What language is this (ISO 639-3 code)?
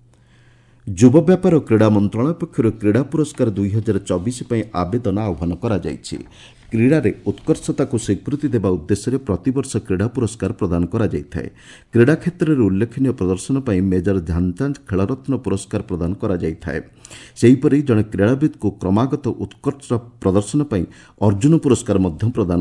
ori